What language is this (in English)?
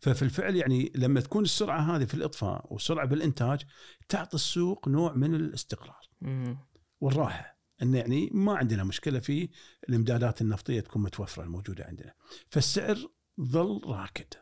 Gulf Arabic